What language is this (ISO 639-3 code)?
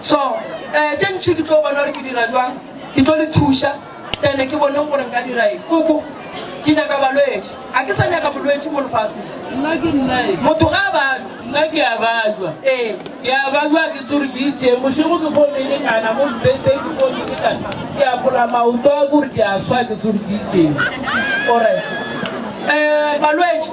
nso